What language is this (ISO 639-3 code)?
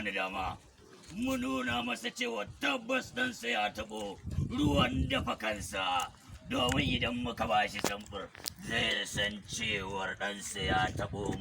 hau